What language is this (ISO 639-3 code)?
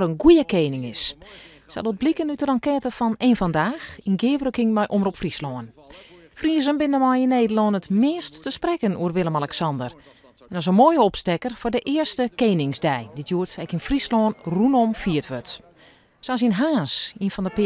fry